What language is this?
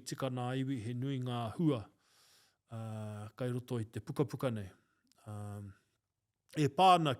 Māori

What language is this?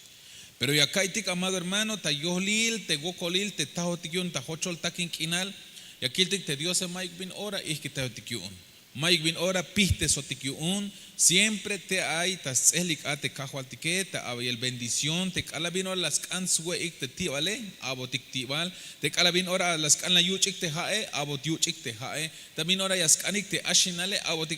Tzeltal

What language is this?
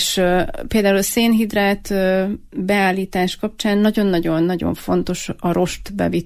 Hungarian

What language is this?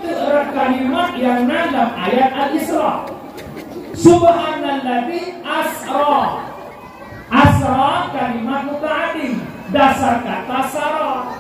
Achinese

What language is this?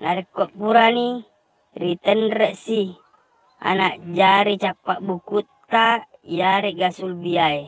Buginese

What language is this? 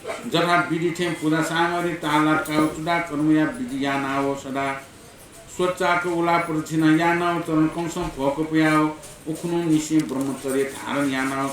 Newari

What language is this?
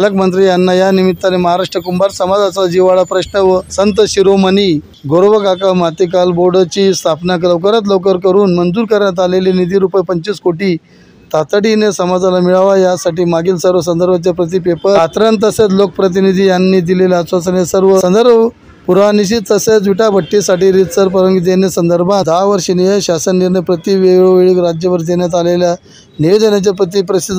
Marathi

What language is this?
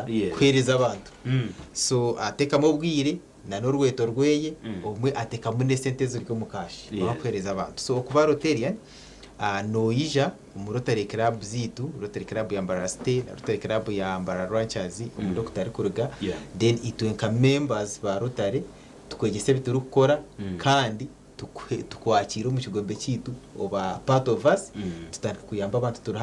Nyankole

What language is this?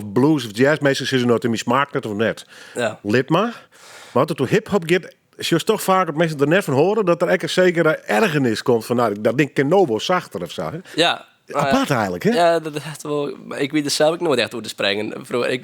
Western Frisian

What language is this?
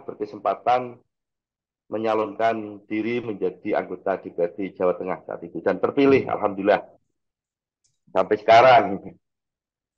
Indonesian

